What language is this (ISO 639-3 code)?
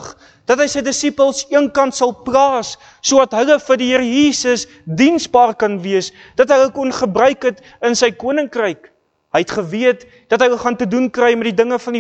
afr